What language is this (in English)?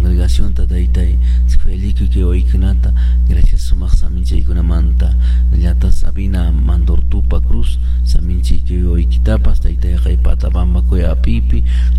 Quechua